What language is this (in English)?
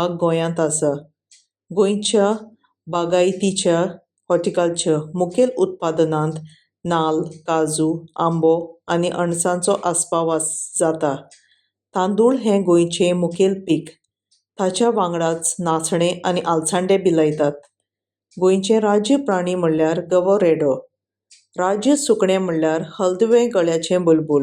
Konkani